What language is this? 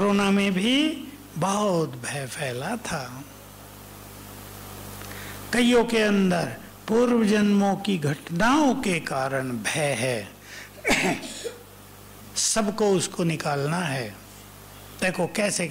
Hindi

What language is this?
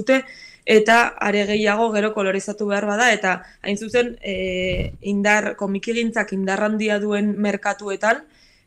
Basque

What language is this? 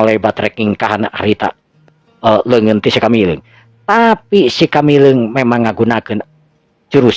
Sundanese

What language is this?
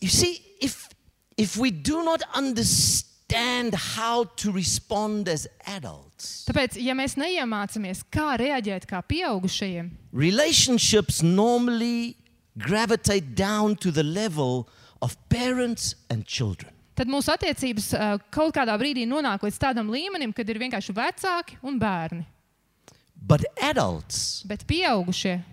Latvian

